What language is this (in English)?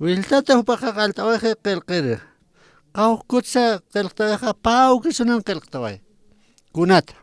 Aymara